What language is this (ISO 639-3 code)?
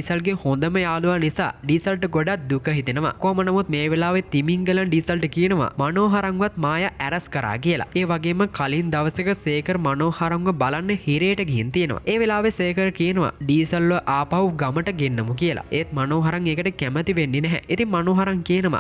sin